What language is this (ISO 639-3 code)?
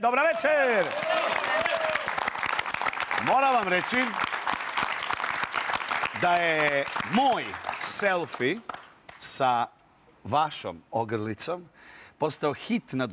hrv